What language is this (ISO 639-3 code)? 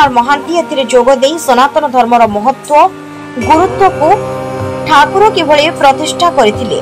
ori